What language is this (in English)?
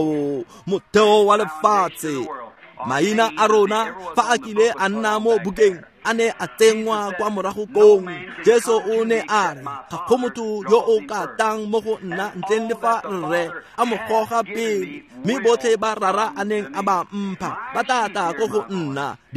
Tswana